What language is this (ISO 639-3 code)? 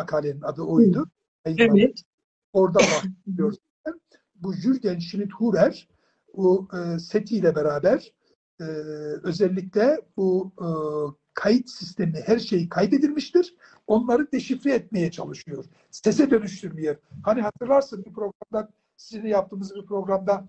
tur